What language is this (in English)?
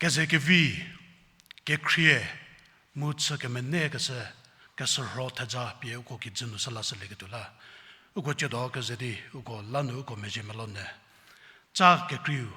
Angami Naga